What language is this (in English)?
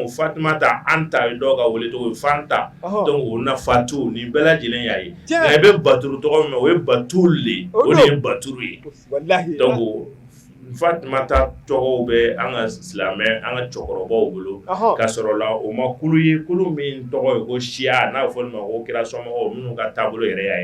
Bambara